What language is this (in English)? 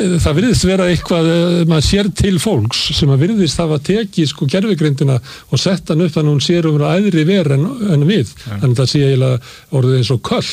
Icelandic